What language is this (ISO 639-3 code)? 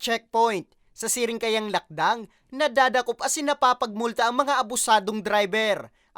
bik